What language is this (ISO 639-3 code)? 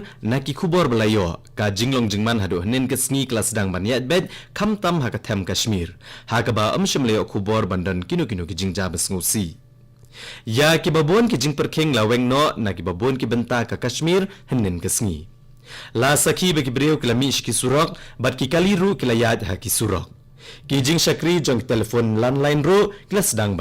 kha